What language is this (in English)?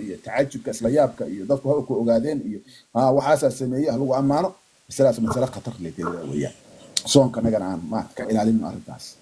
Somali